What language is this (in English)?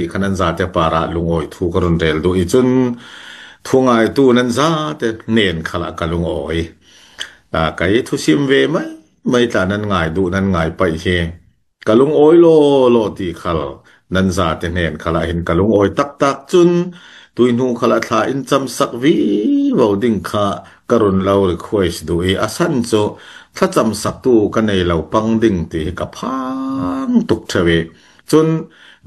Falam Chin